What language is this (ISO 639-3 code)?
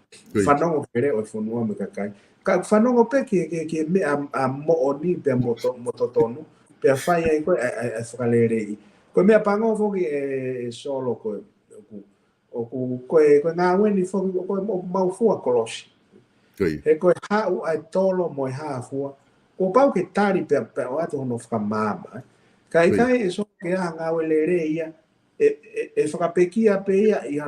ton